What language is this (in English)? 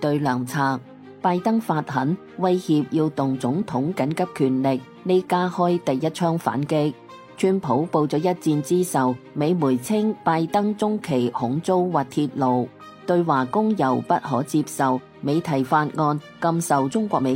Cantonese